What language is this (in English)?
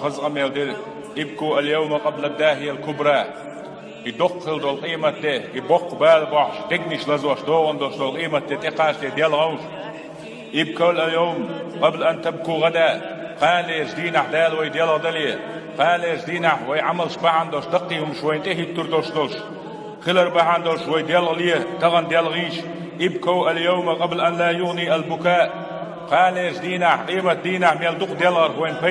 Chechen